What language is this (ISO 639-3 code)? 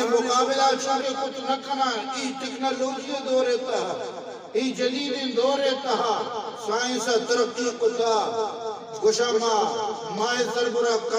bgp